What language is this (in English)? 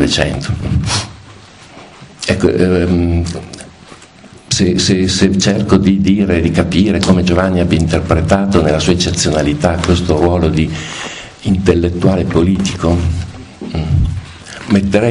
Italian